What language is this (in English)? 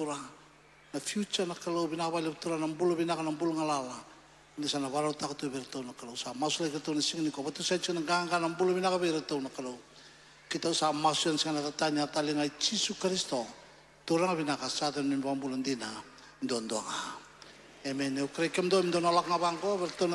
Fijian